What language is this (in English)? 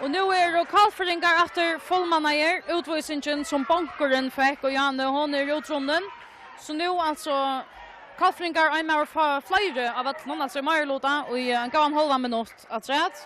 Faroese